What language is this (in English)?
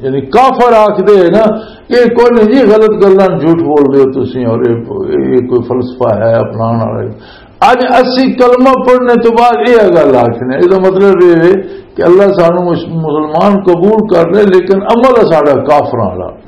Western Panjabi